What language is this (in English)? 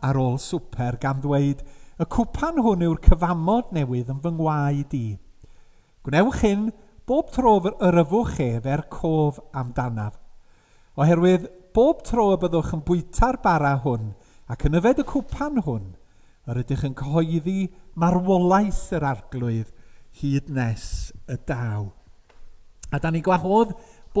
Welsh